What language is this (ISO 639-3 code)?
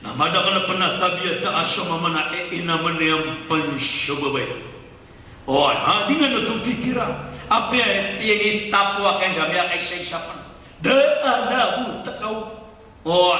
mrw